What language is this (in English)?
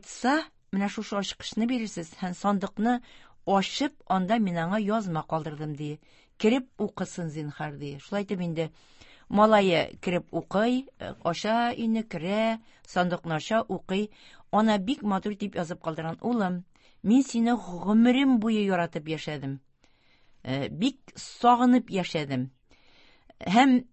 Tatar